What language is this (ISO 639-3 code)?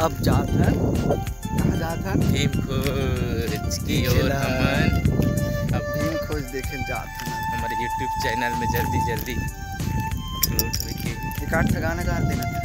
hne